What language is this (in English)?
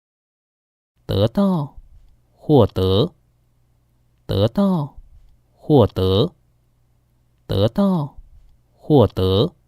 Hakka Chinese